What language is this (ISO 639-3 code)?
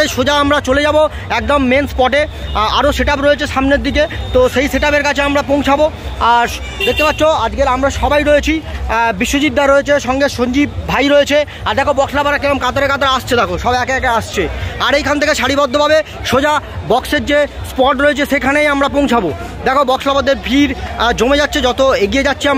ben